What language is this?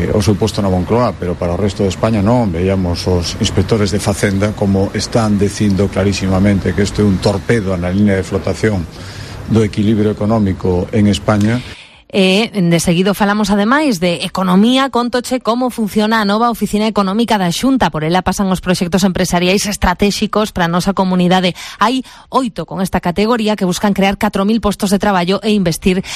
Galician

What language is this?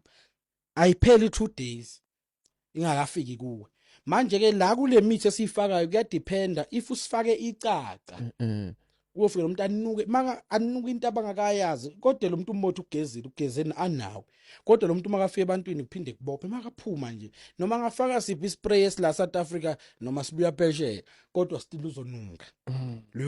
Zulu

